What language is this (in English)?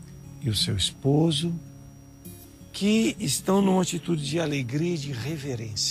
Portuguese